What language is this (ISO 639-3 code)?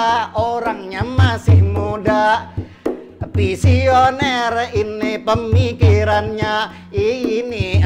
bjn